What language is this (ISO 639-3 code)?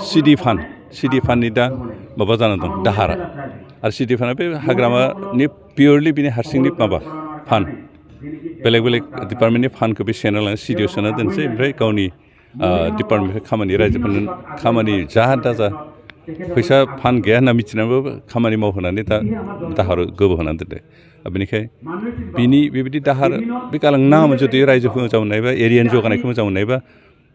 brx